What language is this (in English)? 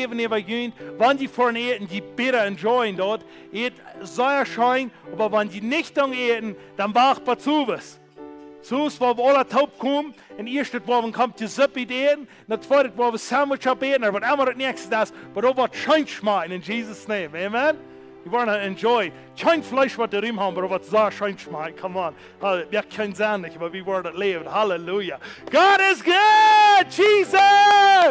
Plautdietsch